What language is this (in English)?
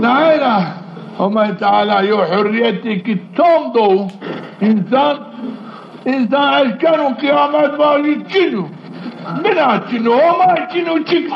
Zaza